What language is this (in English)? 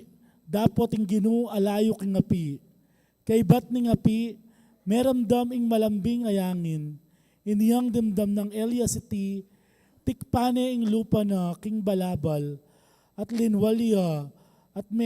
Pampanga